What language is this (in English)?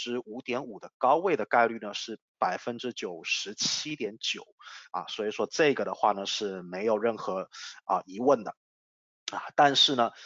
Chinese